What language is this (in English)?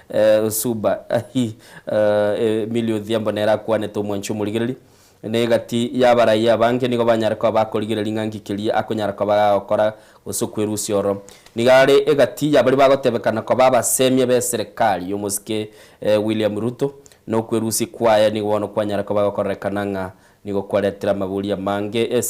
Gusii